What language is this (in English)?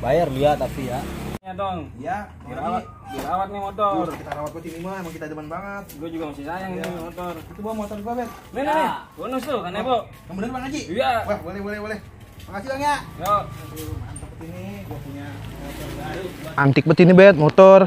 Betawi